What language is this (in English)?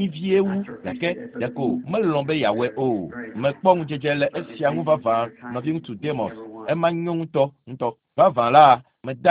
Ewe